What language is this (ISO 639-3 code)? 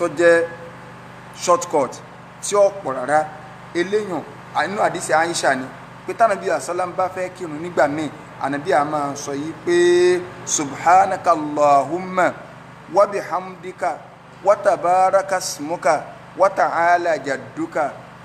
yor